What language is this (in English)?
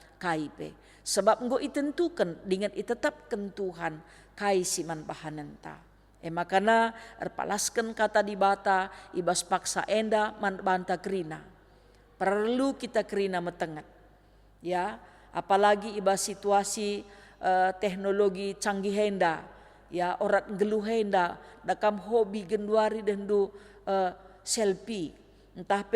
Batak Karo